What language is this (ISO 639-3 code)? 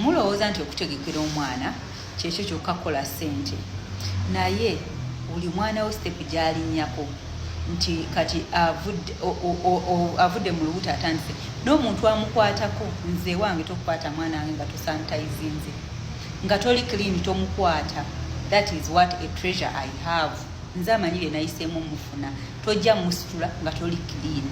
lug